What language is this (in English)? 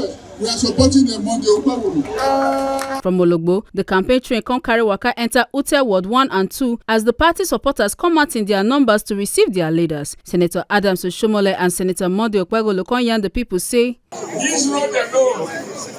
Nigerian Pidgin